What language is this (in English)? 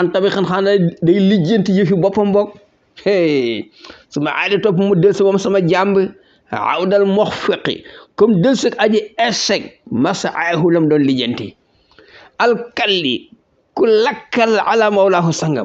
Wolof